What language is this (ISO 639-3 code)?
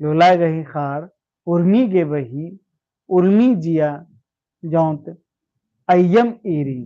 kru